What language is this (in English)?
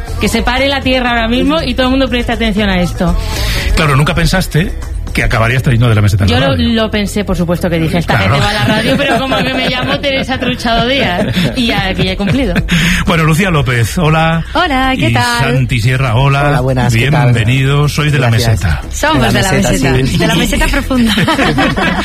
Spanish